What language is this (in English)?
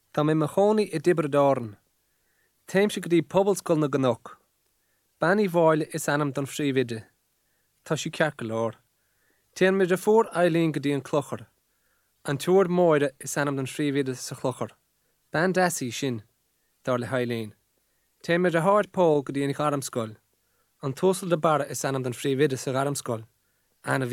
Irish